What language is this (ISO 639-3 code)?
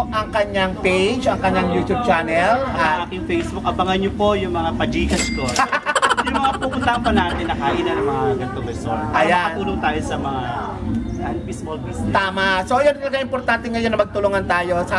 fil